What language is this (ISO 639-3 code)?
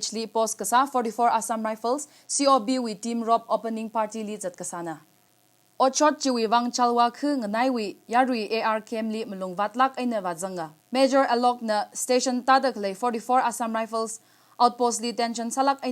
nmf